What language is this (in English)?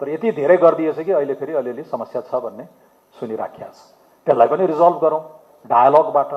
Nepali